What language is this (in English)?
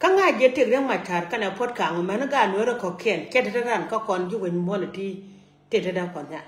Nuer